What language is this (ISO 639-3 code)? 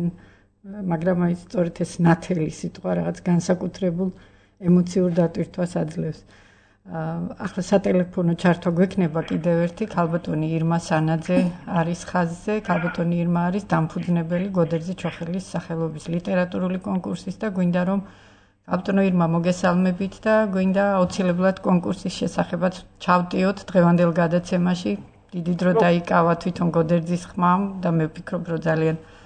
kat